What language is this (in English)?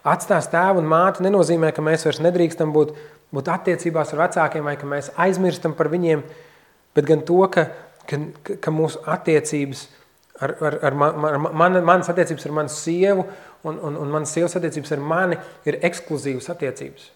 Latvian